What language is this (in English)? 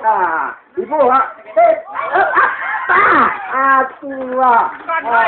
Minangkabau